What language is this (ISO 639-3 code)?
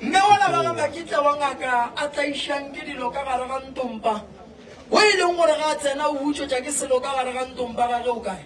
nso